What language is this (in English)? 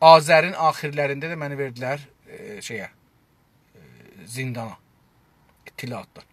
South Azerbaijani